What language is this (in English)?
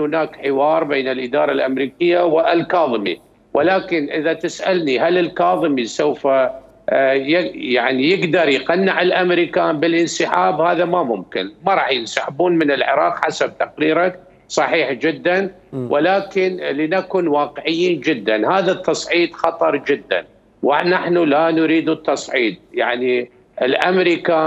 Mesopotamian Arabic